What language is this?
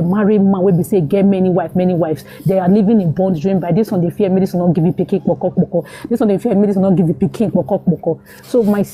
Nigerian Pidgin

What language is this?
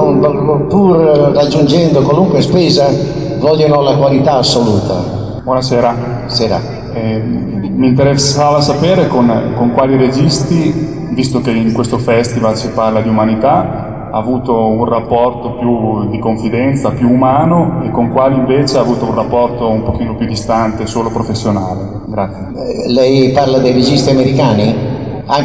Italian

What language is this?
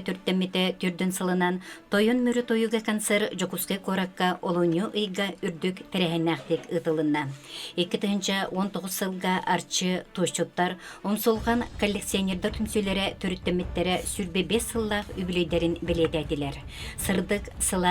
Yakut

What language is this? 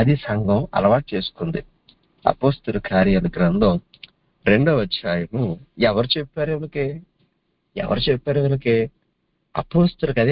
Telugu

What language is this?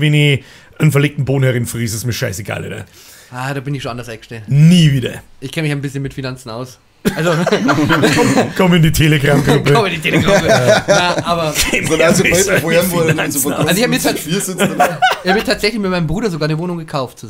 Bavarian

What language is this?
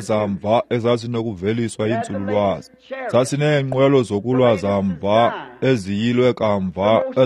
Xhosa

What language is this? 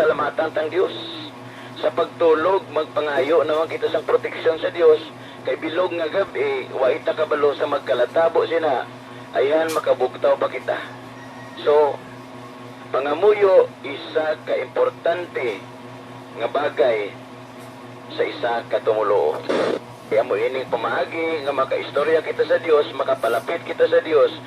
Hiligaynon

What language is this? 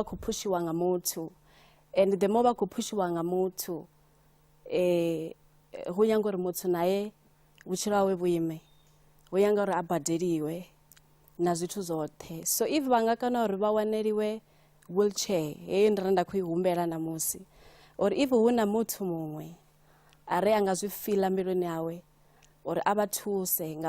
Venda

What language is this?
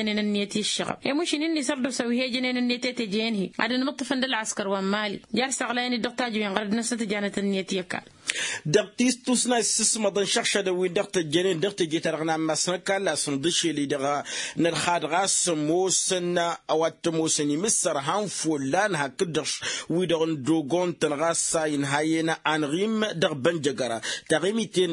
Tamasheq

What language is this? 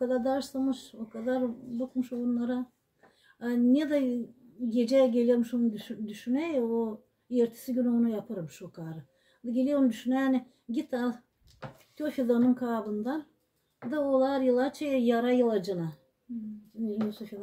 Gagauz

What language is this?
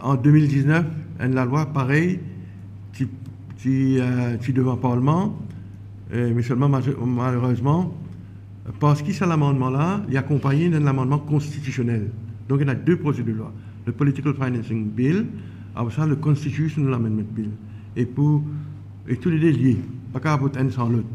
Morisyen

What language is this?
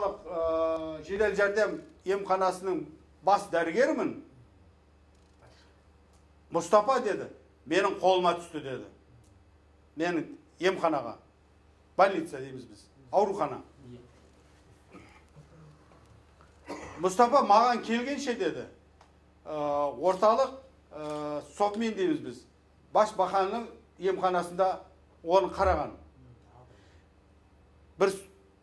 Kazakh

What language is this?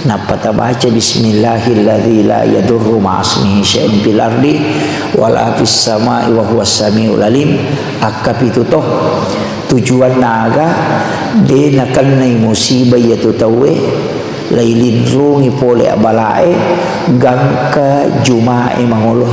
Buginese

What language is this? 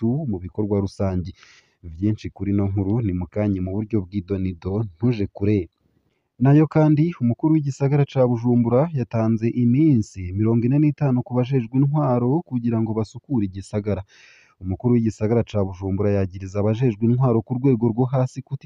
Rundi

